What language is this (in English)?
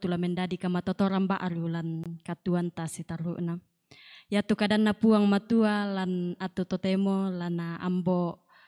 Toraja-Sa'dan